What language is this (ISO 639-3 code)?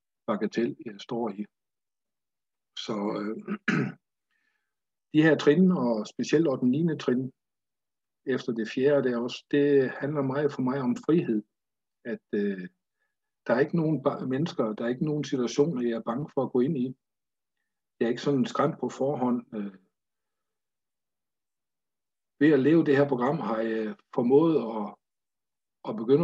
dan